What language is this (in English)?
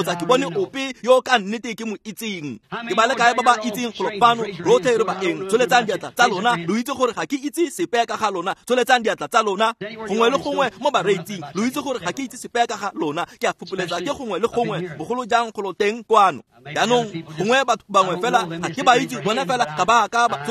Tswana